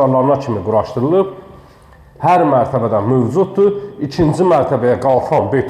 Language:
Azerbaijani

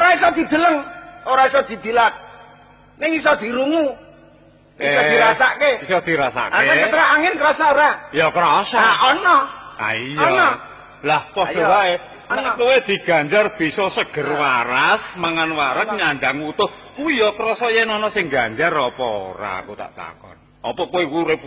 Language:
Javanese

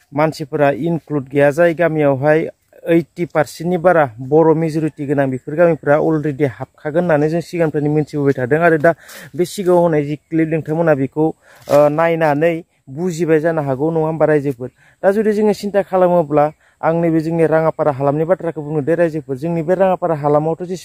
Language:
Bodo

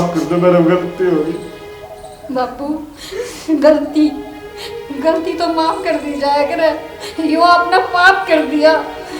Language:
Haryanvi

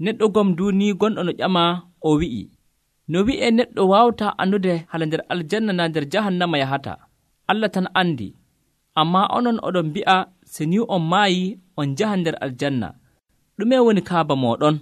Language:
Nigerian Fulfulde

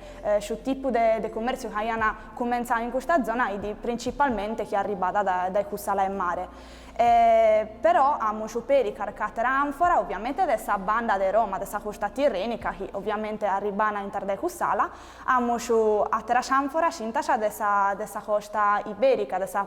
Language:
Sardinian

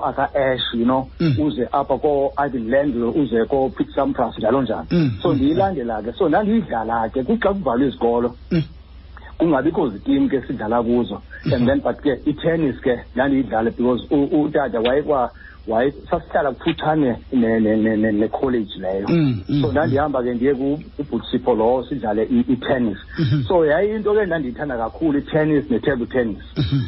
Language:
Xhosa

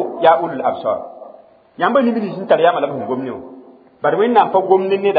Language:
Mossi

